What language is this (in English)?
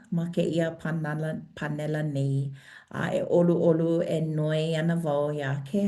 Hawaiian